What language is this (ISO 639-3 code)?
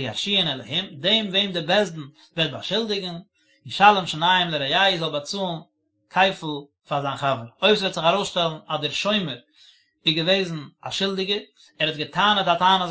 yid